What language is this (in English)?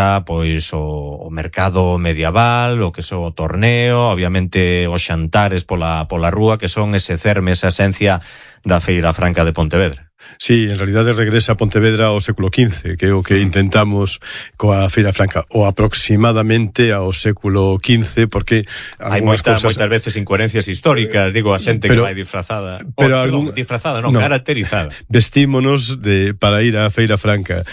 Galician